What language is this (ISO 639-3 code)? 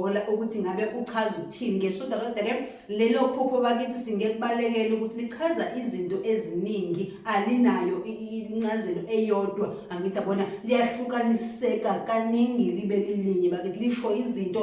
zul